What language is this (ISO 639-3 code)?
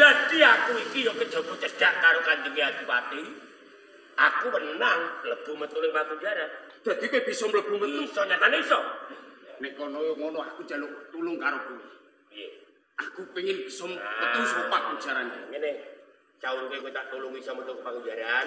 jav